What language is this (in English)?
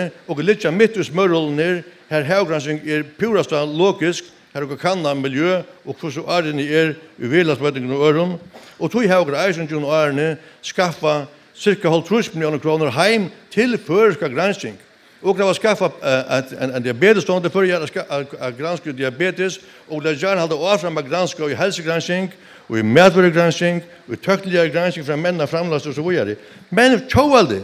Faroese